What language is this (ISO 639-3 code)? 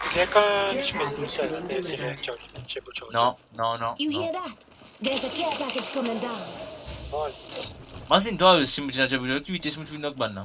mfe